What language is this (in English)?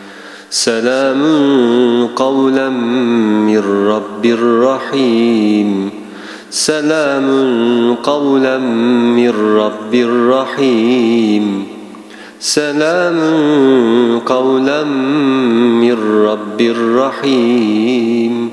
Turkish